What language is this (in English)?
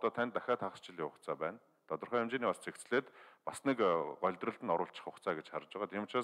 Mongolian